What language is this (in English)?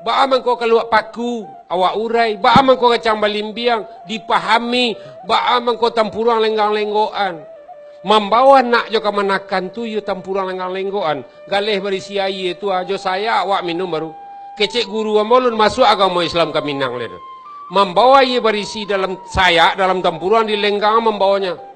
Minangkabau